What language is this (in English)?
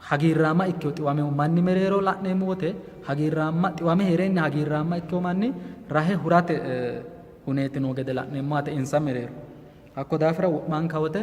Sidamo